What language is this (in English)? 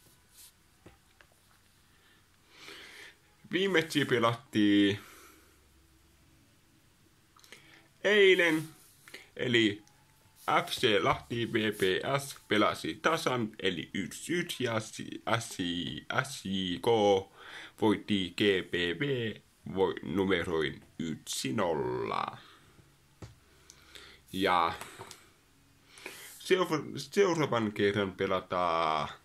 Finnish